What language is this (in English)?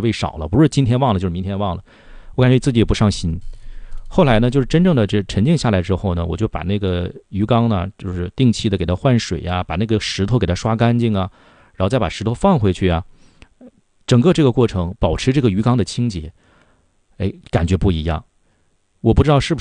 Chinese